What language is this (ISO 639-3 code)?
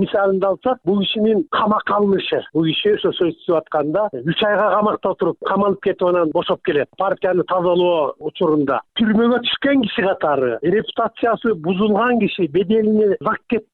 kir